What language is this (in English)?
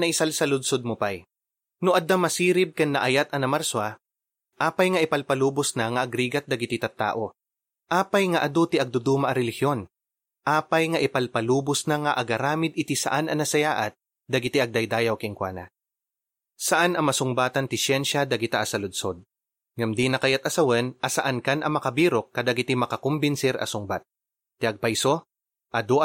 Iloko